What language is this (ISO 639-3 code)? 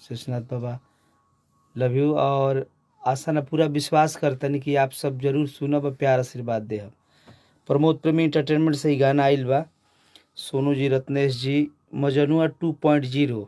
bho